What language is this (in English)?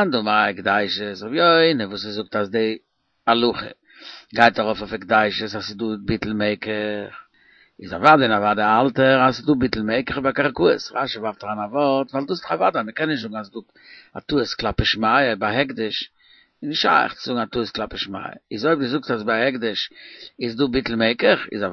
Yiddish